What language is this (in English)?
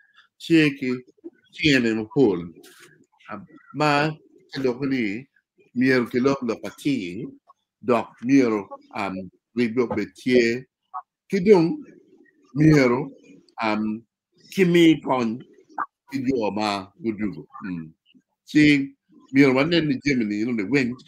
Acoli